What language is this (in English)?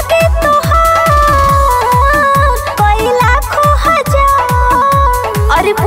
Bhojpuri